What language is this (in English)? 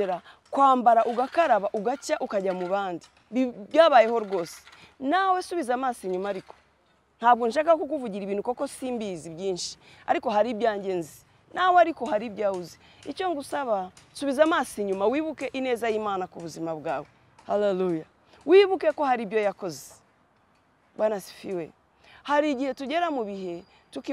Kinyarwanda